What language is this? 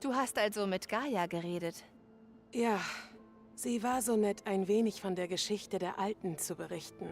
Bavarian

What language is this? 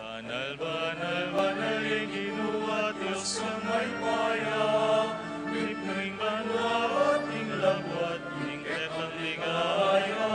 Pampanga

